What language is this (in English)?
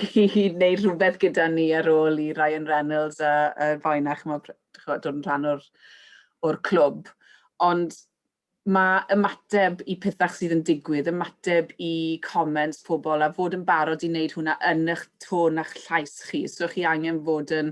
Welsh